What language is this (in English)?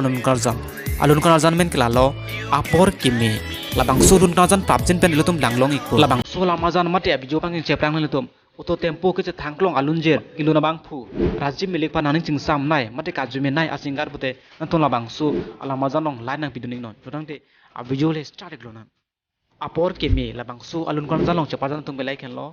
Karbi